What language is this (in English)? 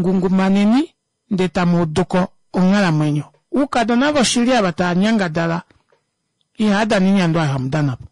Kuanyama